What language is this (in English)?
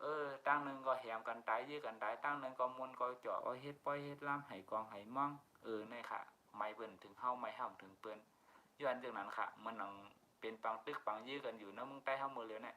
Shan